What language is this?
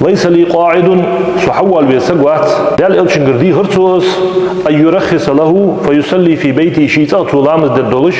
Ingush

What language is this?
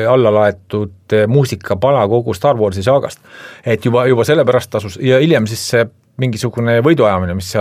Estonian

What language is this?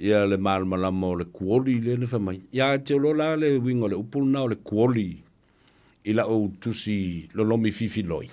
Samoan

